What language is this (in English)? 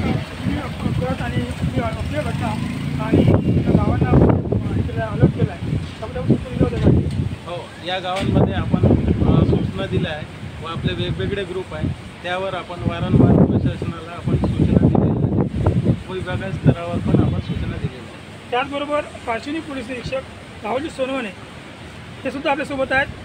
Marathi